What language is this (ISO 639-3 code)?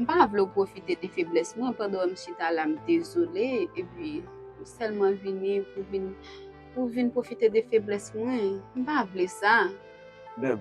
hat